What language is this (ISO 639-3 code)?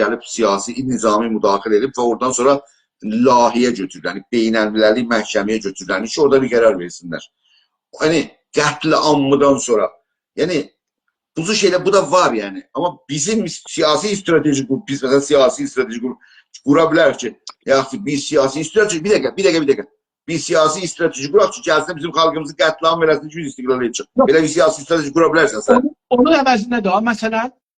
azb